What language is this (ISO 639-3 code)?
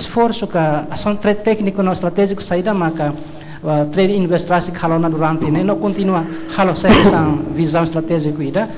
tet